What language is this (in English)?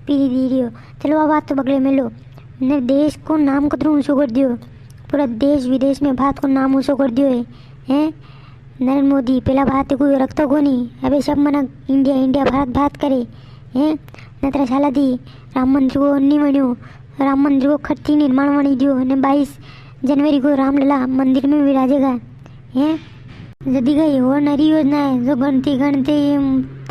Rajasthani